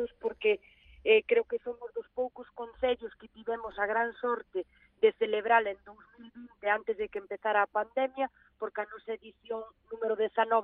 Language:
Galician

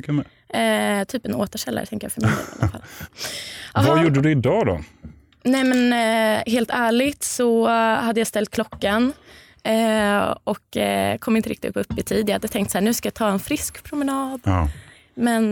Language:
Swedish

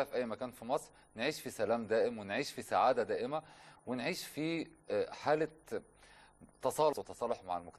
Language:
Egyptian Arabic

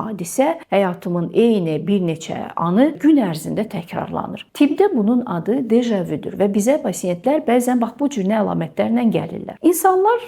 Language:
Azerbaijani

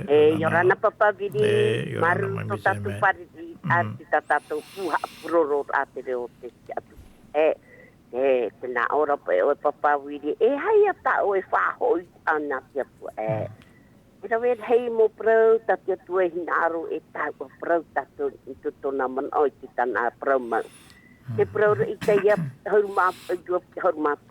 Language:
Tahitian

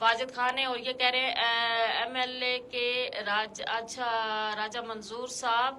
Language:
Gujari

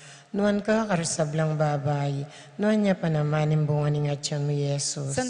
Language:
Pampanga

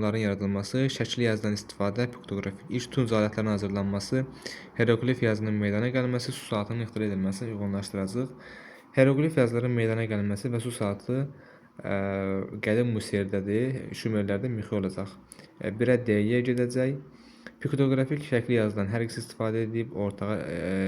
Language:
Azerbaijani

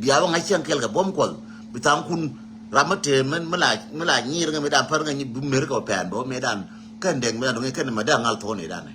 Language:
Nuer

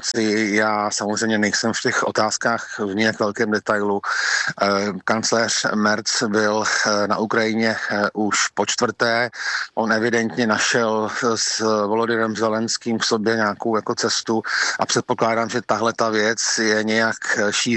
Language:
Czech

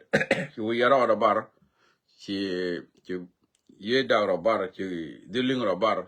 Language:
Nuer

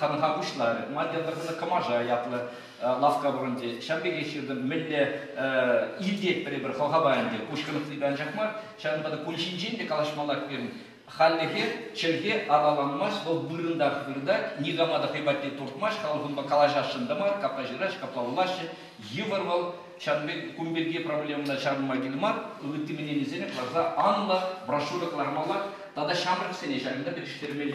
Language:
Chuvash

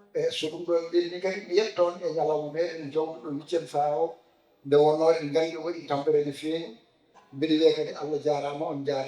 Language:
Fula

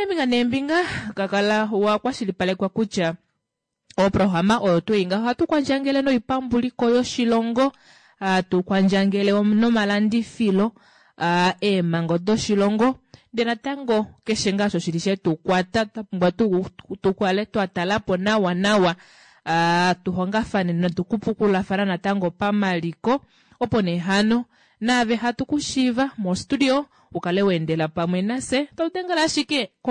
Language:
Kuanyama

